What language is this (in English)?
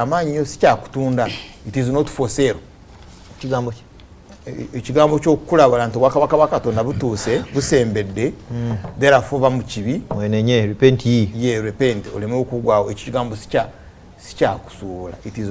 Ganda